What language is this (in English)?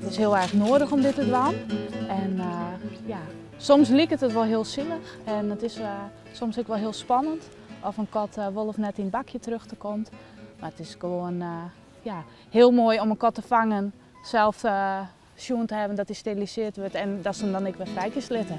Western Frisian